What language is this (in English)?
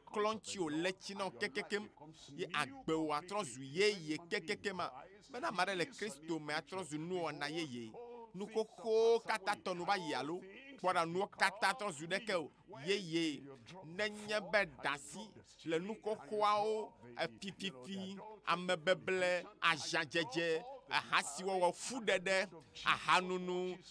Ewe